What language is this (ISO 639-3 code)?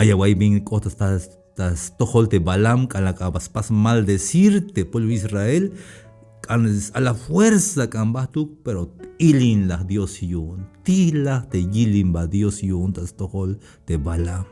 tzh